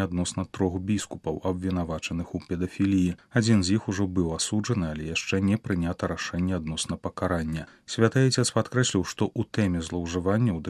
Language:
Belarusian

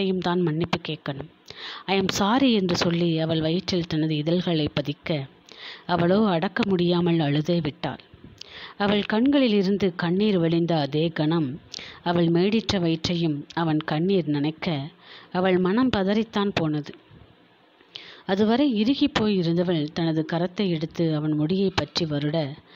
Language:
Tamil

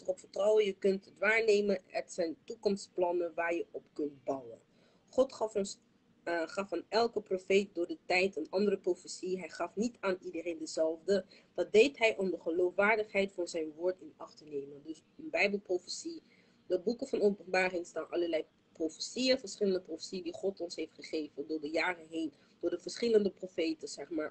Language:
Dutch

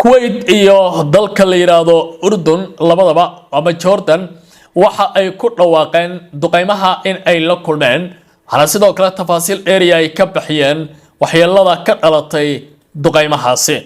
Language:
Somali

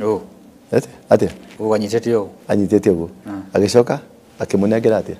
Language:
Kikuyu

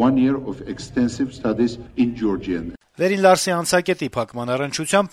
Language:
Armenian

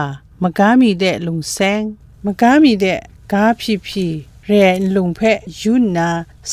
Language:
Kachin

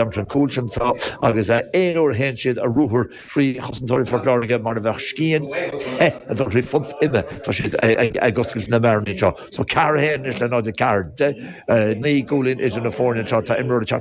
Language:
Irish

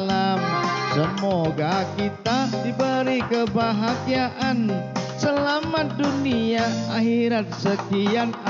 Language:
Banjar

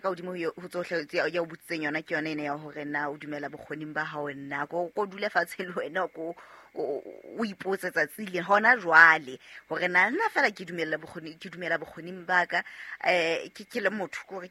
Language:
Southern Sotho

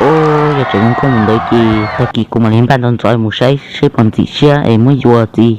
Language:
Hmong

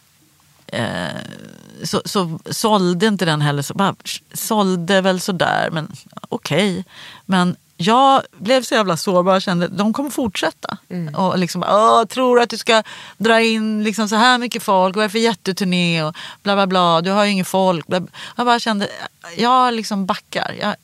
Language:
Swedish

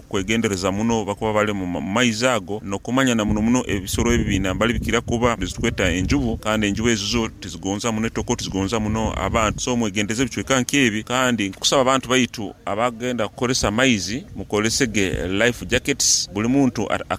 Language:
Nyoro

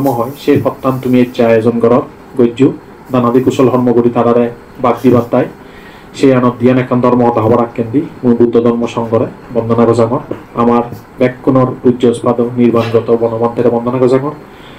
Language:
Chakma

